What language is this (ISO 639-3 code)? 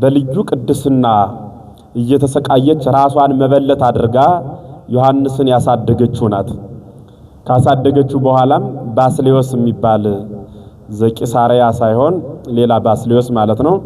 amh